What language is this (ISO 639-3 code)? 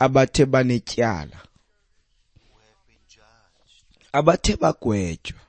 xho